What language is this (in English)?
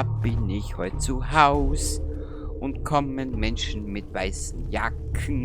Bavarian